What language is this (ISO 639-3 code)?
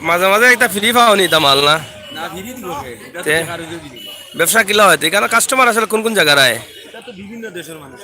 syl